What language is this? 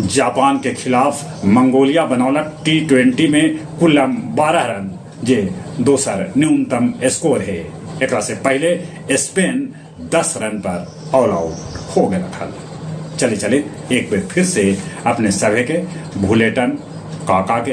Magahi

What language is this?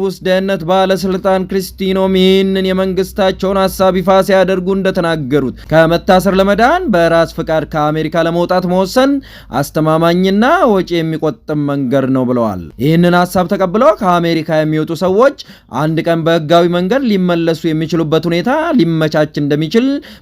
Amharic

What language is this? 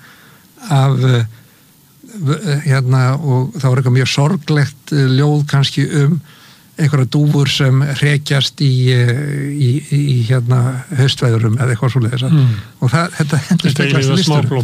Icelandic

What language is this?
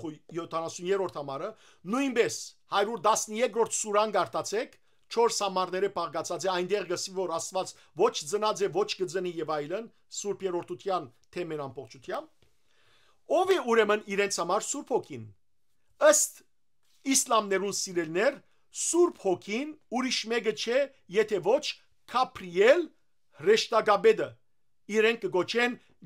Western Armenian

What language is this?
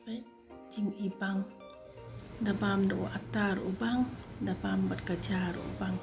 Khasi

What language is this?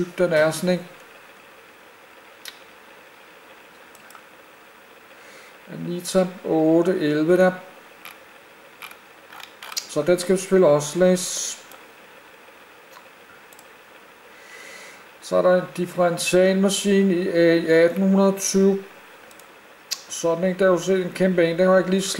Danish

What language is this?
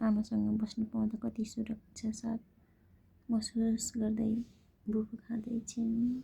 Nepali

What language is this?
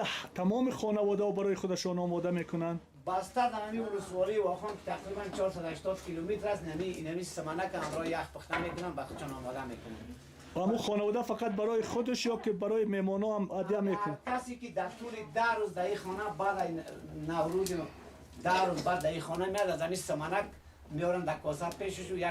Persian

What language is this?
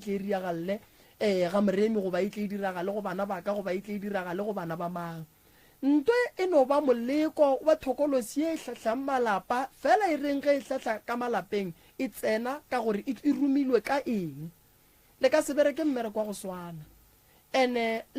Northern Sotho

